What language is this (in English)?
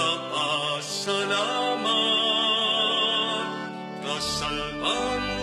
Pampanga